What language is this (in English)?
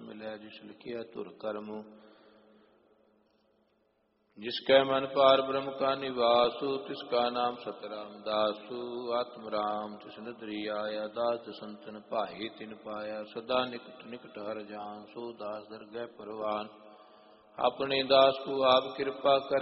Punjabi